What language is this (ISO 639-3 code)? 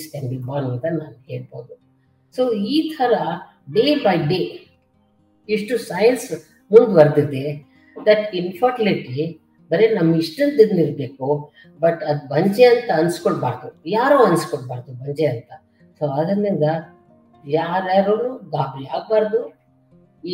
kan